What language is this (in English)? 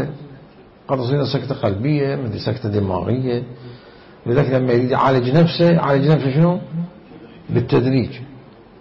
Mesopotamian Arabic